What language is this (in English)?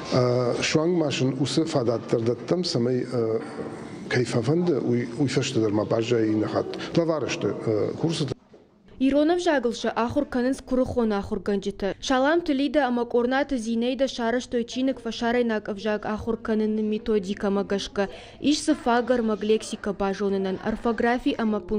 Ossetic